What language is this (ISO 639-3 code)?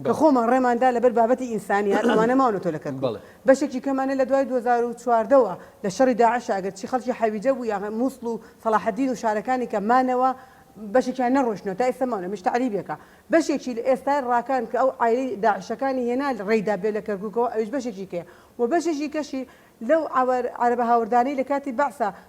ckb